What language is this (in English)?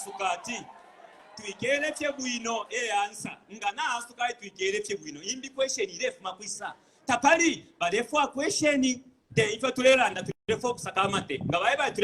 Bemba